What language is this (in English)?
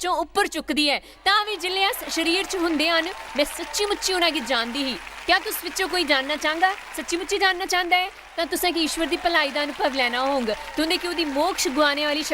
Dogri